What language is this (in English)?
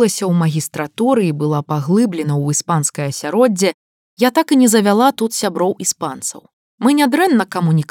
Belarusian